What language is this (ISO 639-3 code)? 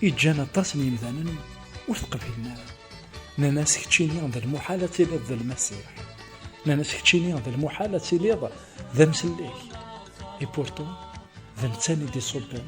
kab